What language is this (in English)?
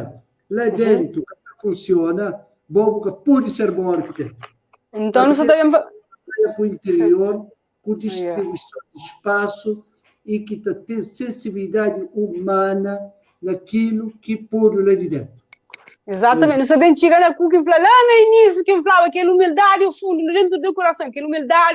Kabuverdianu